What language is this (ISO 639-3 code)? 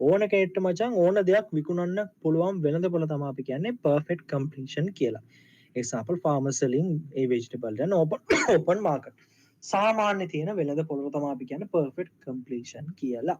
sin